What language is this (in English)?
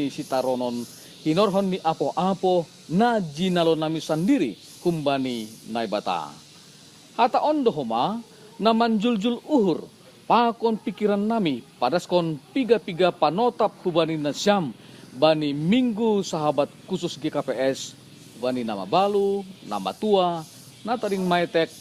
Batak Simalungun